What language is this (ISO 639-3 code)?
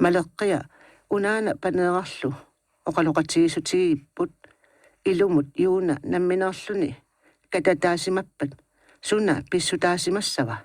kal